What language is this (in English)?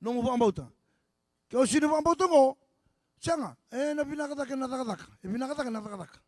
Fijian